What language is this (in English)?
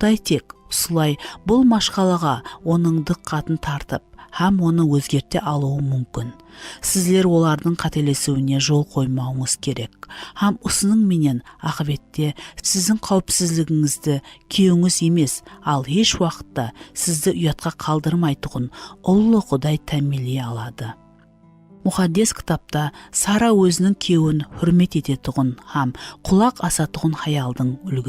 Kara-Kalpak